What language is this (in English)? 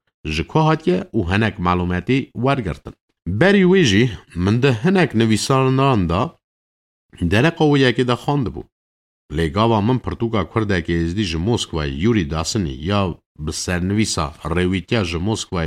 Kurdish